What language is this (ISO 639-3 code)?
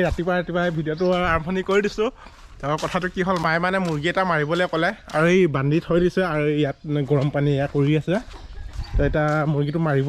asm